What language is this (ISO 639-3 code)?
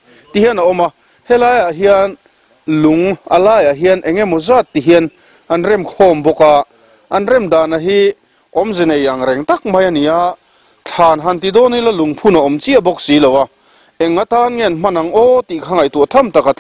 lus